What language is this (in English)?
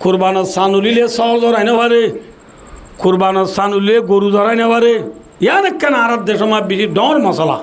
Rohingya